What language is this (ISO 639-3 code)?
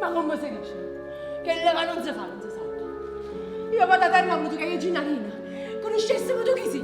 nap